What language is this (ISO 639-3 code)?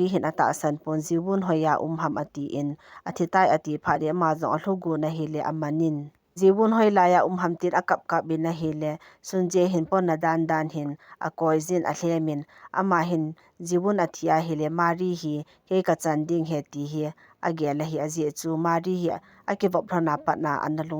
tcz